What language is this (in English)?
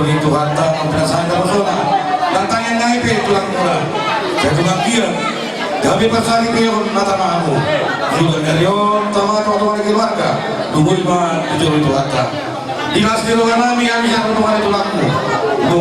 Batak Toba